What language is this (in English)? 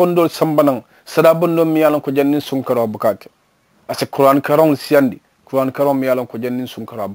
Mandingo